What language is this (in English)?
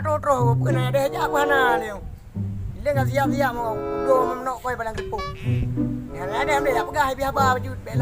Achinese